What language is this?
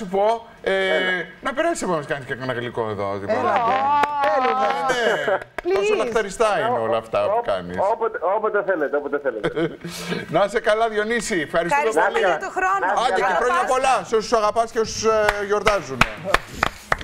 Greek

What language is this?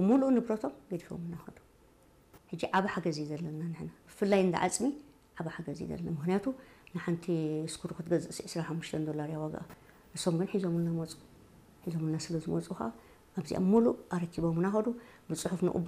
Tigrinya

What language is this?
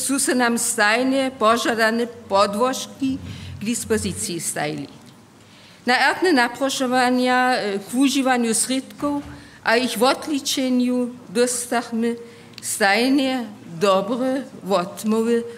Upper Sorbian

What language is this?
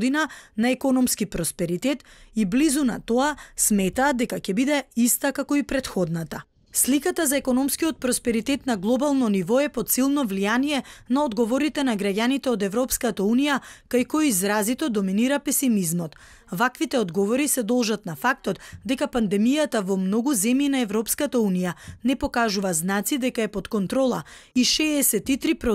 Macedonian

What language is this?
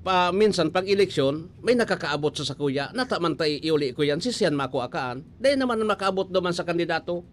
Bikol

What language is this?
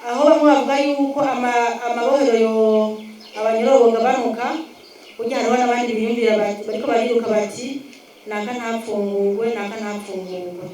Rundi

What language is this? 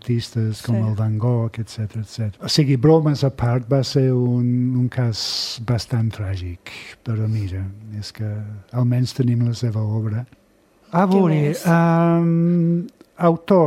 Catalan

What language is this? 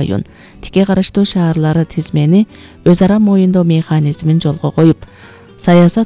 Kyrgyz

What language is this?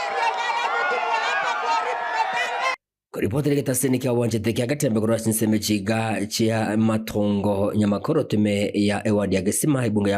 Gusii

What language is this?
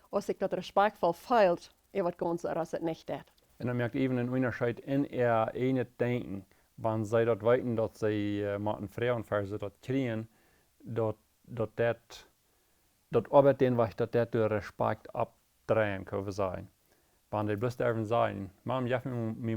Plautdietsch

